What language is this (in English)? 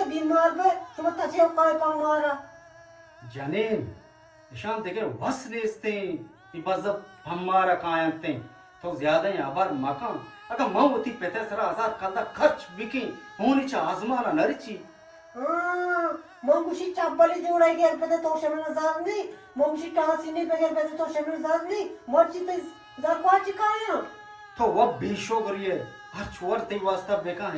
Eastern Balochi